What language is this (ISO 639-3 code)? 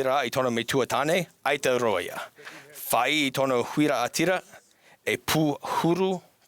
tah